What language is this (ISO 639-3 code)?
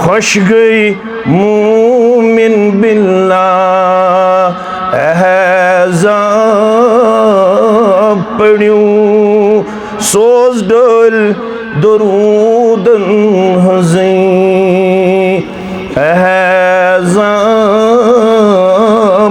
kas